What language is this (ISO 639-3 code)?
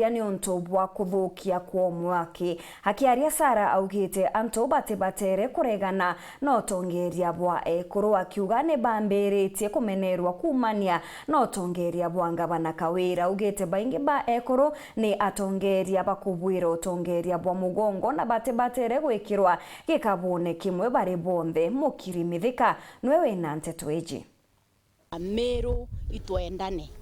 mer